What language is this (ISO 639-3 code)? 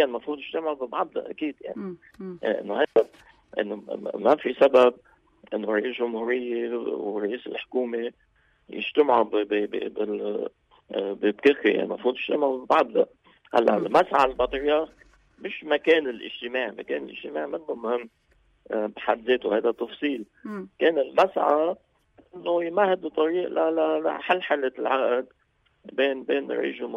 apc